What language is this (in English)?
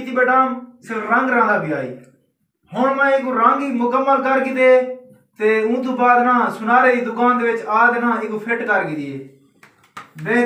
Saraiki